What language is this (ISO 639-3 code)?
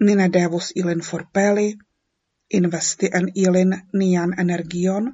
epo